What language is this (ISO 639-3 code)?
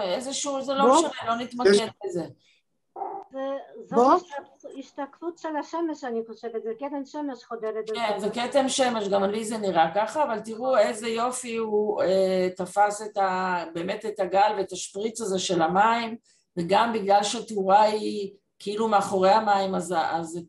heb